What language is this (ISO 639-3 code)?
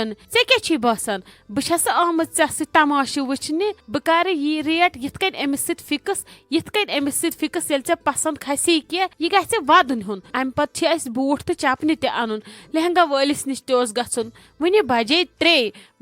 kas